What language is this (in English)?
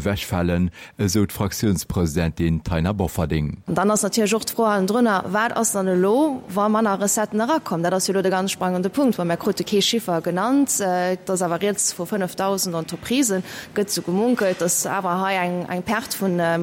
Luxembourgish